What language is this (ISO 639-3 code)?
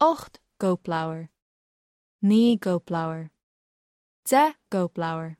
gle